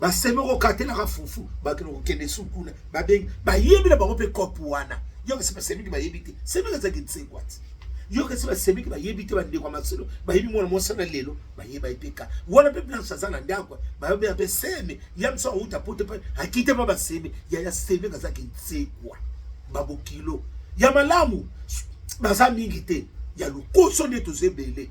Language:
Lingala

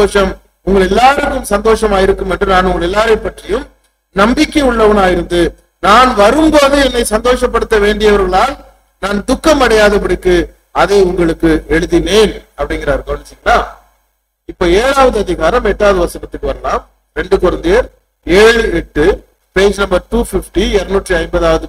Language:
Tamil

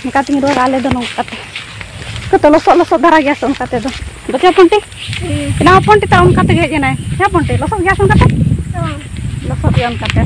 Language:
Santali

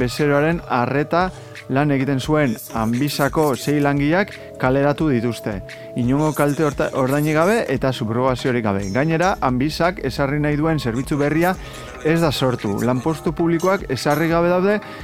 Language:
Basque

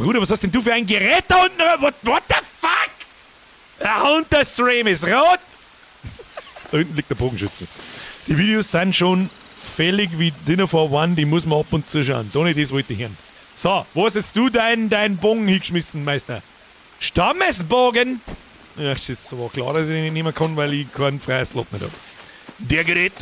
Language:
Bavarian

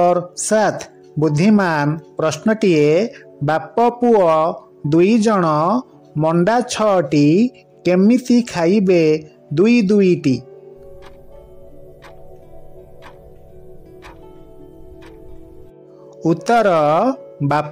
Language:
Odia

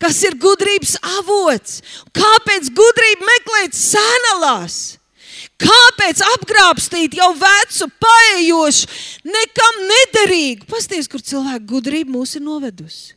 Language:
Latvian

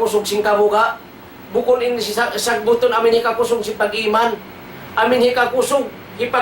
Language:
Tausug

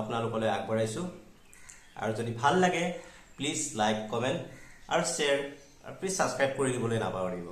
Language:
Assamese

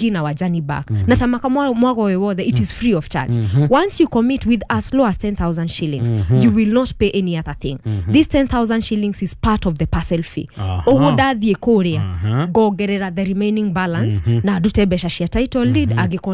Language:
Kikuyu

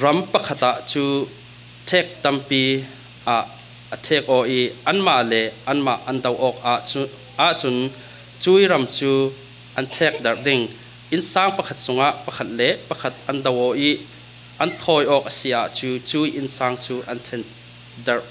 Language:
Falam Chin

